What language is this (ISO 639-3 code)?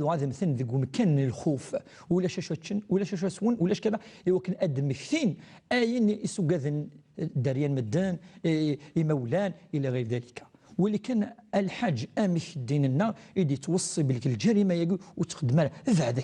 kab